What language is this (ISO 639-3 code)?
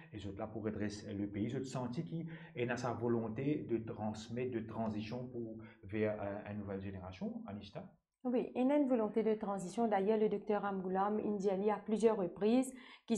mfe